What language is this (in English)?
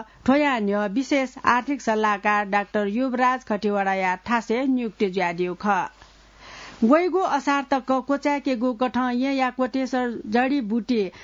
Newari